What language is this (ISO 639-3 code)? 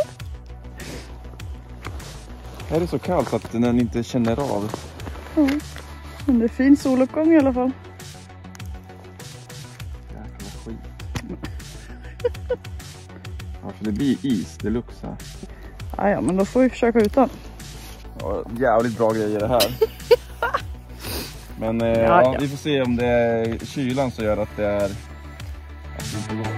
swe